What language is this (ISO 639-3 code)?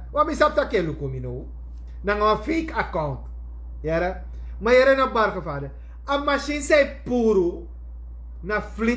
srn